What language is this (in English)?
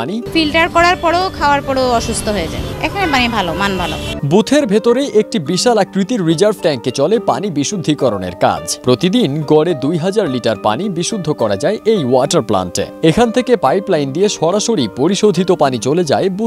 Bangla